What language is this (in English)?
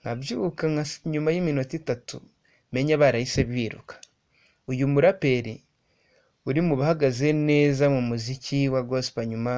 Kinyarwanda